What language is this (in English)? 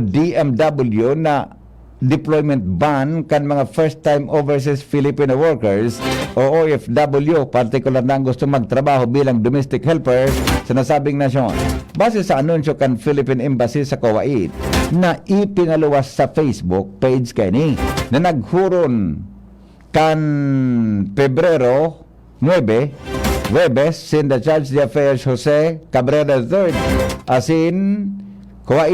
Bikol